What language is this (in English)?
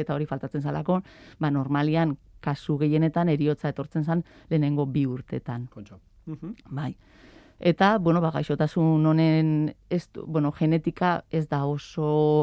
Basque